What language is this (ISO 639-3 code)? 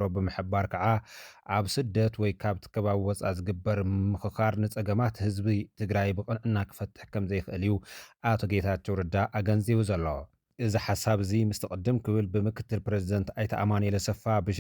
tir